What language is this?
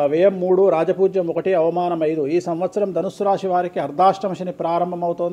Telugu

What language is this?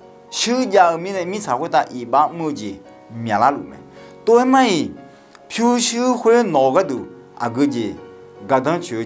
Akha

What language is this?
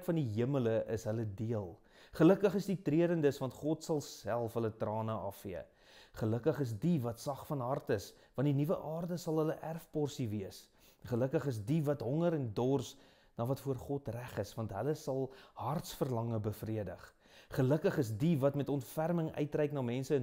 Afrikaans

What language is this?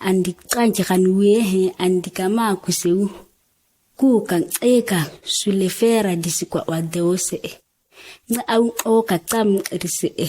ǁGana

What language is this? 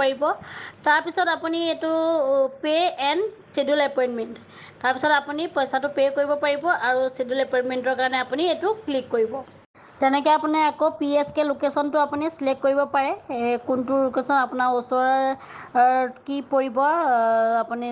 Assamese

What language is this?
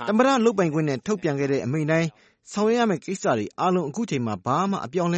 Burmese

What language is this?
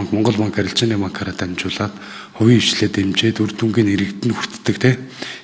Mongolian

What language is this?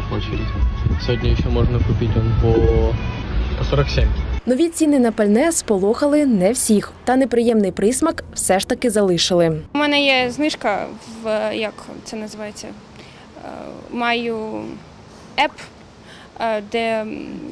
Ukrainian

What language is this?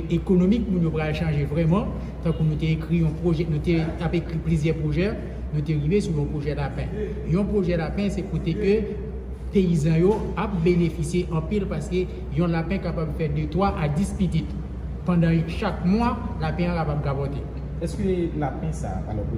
Haitian Creole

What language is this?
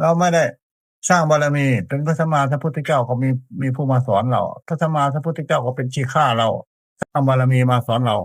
Northeastern Thai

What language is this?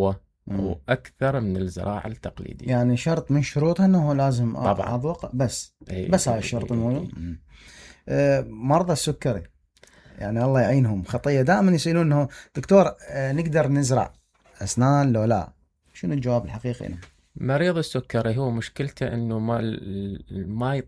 Mesopotamian Arabic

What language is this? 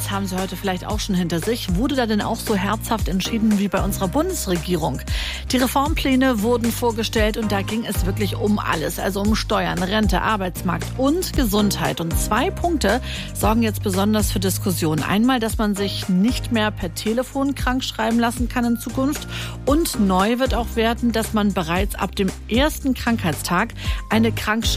German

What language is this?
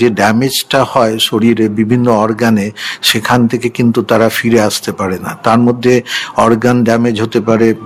Bangla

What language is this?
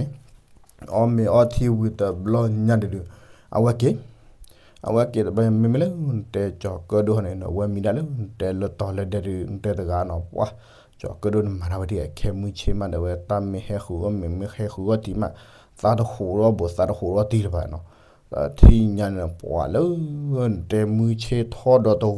S'gaw Karen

